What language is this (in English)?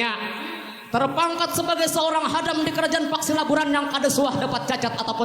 Banjar